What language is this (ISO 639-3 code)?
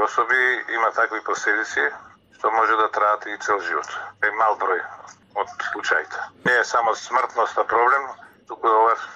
mkd